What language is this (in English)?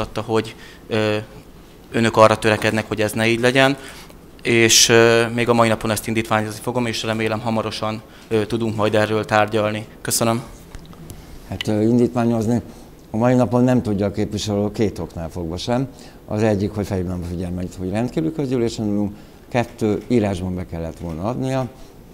Hungarian